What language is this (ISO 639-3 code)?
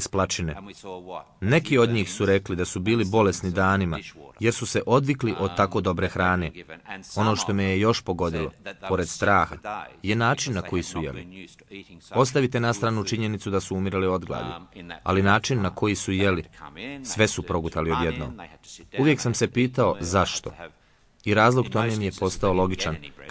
bos